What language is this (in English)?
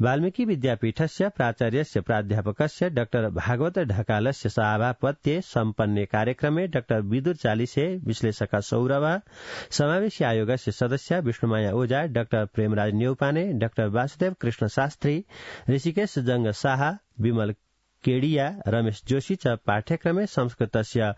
Sanskrit